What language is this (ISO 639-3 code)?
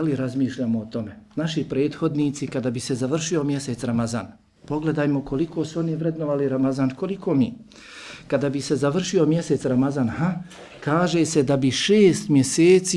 bos